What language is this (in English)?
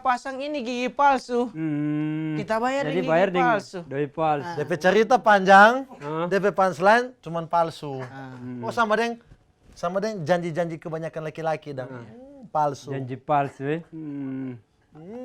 Manado Malay